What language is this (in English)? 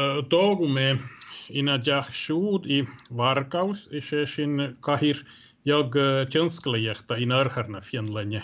Irish